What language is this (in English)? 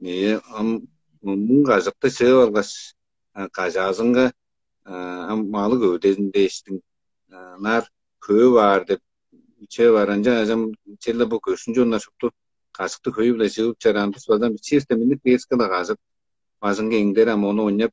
Tuvinian